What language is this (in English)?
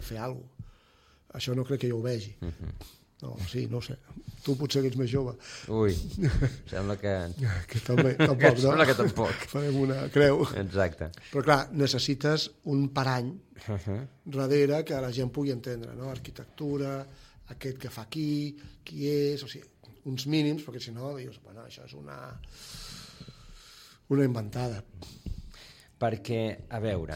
Catalan